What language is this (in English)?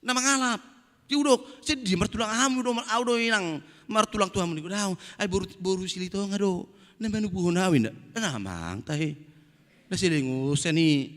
Batak Toba